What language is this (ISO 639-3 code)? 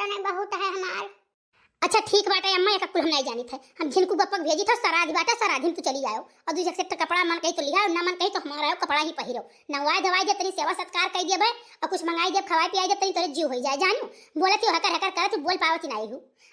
awa